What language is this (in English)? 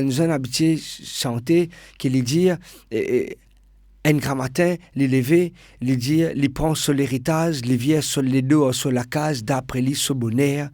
Morisyen